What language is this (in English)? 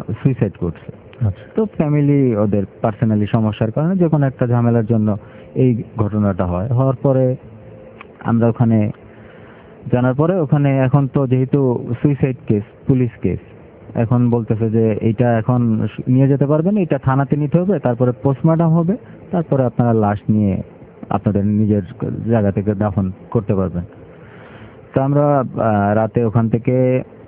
Bangla